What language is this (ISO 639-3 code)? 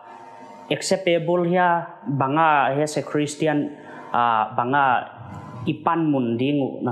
pck